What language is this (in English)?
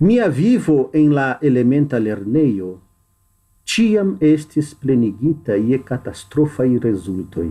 Esperanto